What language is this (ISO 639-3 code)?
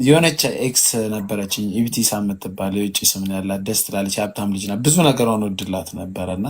amh